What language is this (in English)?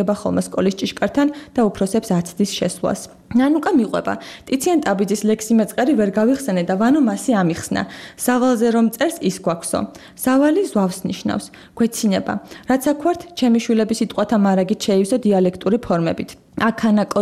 Georgian